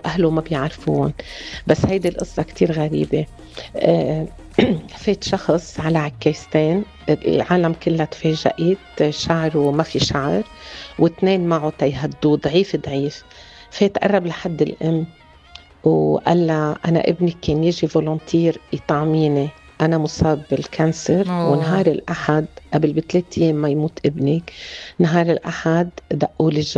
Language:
North Levantine Arabic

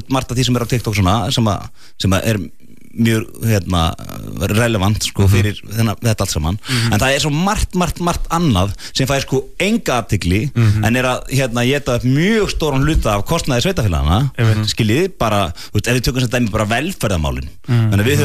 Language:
Icelandic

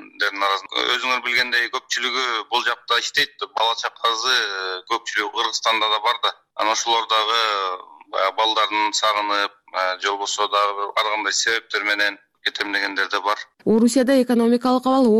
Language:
Kyrgyz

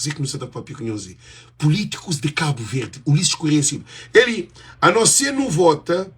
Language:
Kabuverdianu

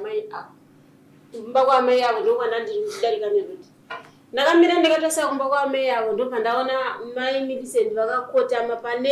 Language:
Shona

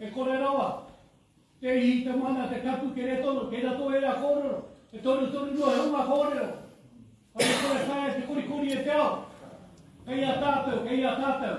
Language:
Māori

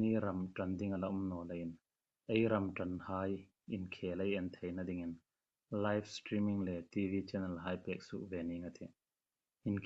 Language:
Hmar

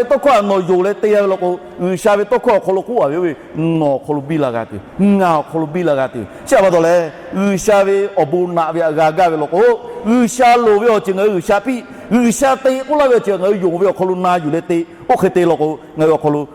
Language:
Lahu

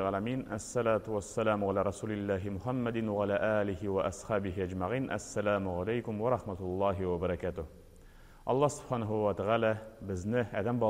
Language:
Tatar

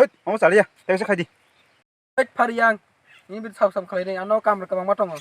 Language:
Kok Borok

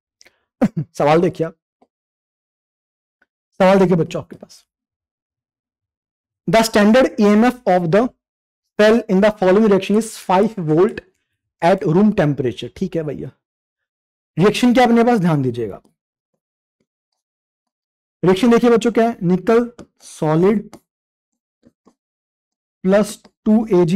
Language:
Hindi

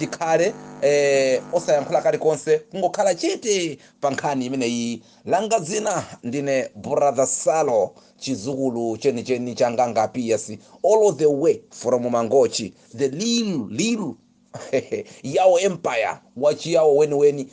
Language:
Nyanja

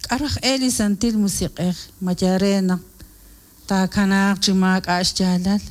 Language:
Kekchí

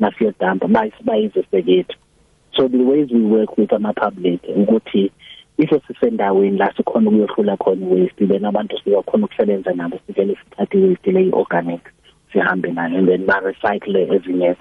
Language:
South Ndebele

